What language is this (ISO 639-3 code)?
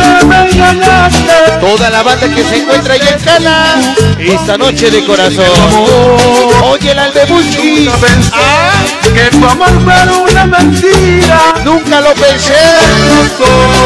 spa